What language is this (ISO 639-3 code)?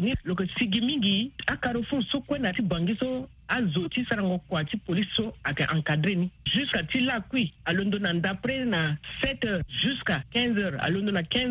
sag